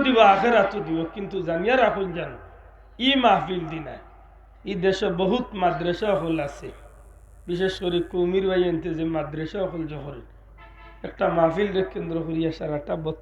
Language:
Sylheti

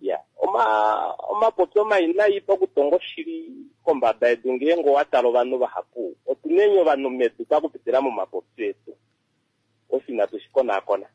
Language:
Kuanyama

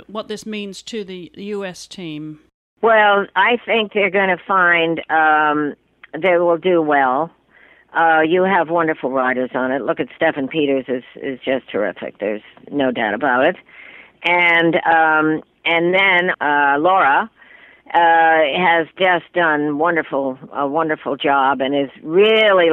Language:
English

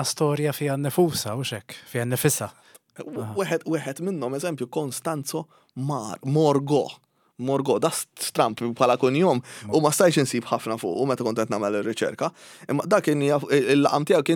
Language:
Maltese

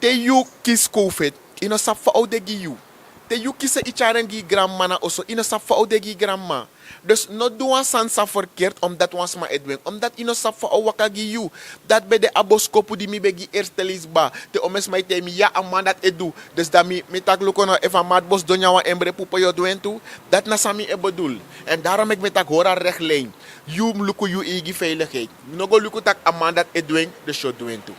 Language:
Sranan Tongo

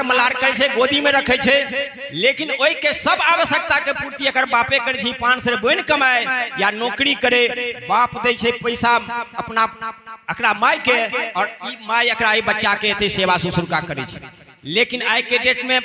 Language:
Maithili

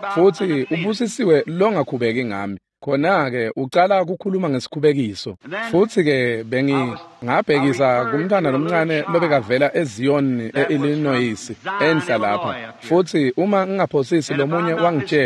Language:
Swati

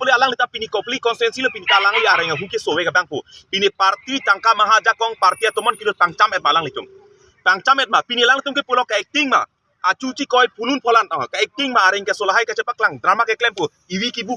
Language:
Karbi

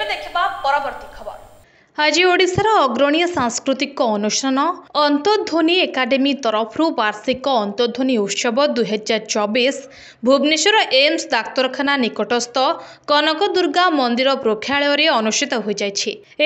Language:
Odia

